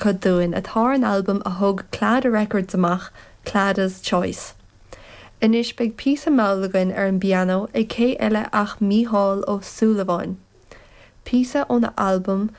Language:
Irish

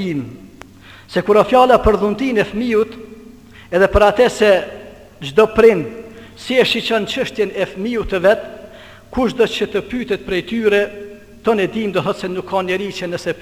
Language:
Albanian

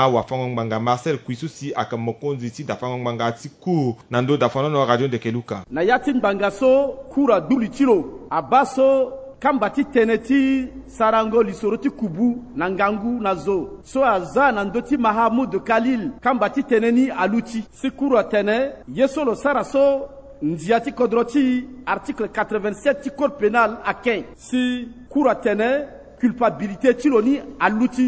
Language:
Sango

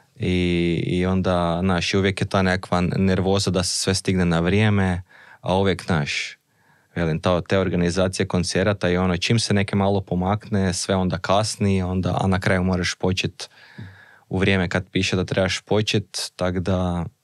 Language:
Croatian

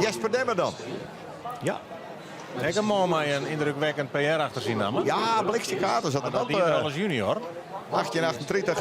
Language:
Western Frisian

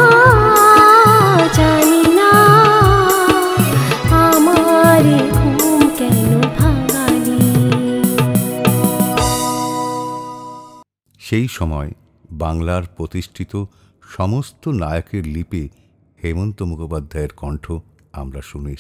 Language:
Bangla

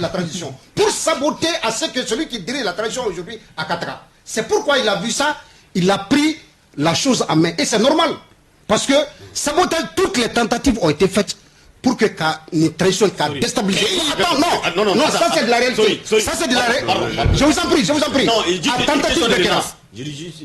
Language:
Bambara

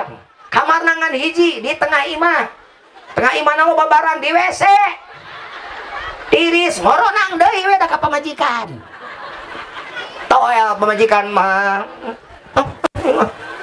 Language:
Sundanese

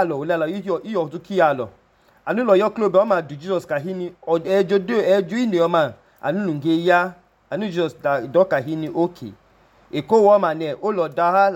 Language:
Idoma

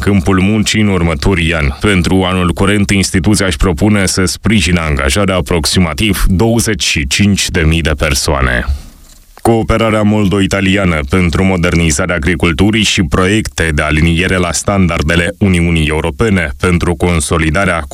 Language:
Romanian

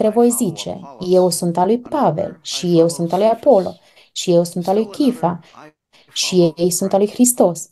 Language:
Romanian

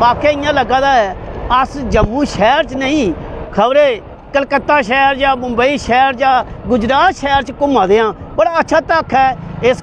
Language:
Dogri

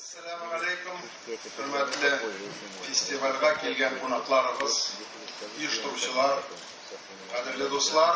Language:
Tatar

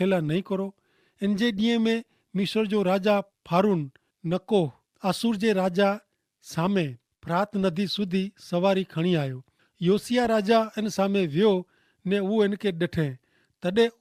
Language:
Kachhi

